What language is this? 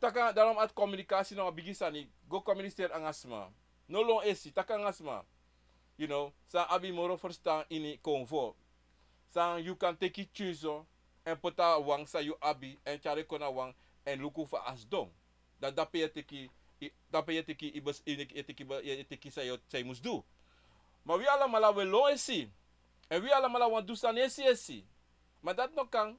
Sranan Tongo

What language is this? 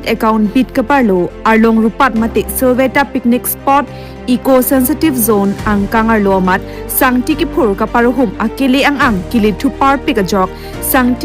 Karbi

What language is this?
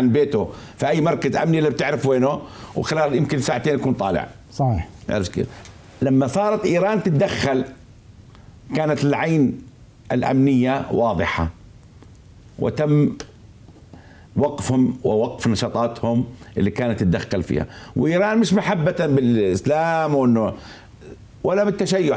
South Levantine Arabic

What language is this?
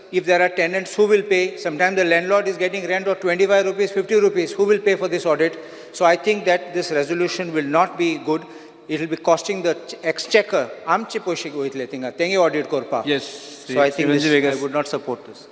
Konkani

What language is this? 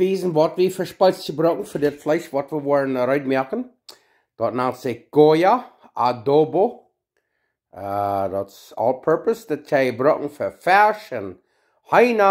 Plautdietsch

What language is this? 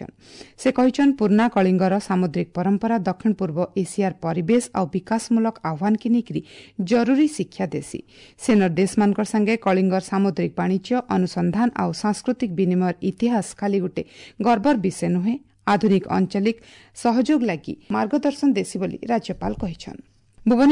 Odia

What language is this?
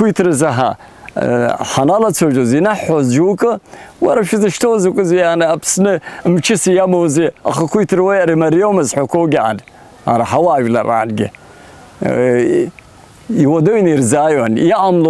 Abkhazian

